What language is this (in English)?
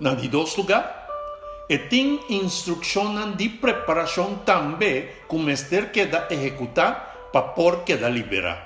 Papiamento